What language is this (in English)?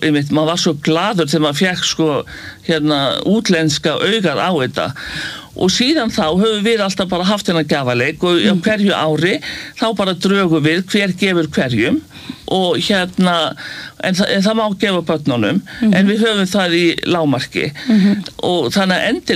Icelandic